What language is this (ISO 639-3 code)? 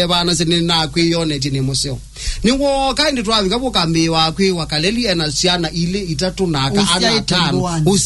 kam